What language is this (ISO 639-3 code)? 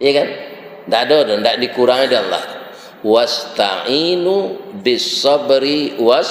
min